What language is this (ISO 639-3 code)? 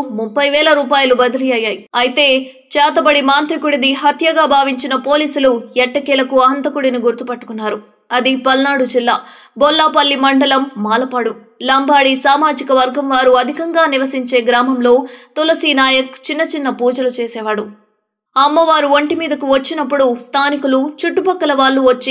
tel